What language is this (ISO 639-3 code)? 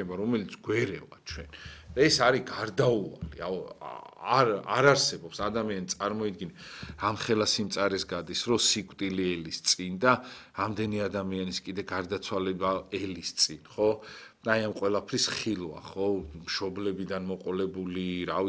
kat